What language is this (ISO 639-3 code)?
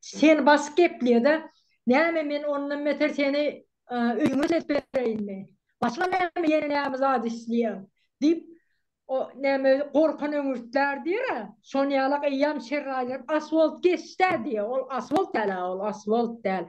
tuk